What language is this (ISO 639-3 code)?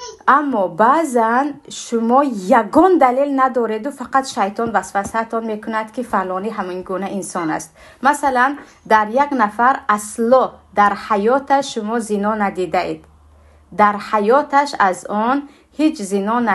tgk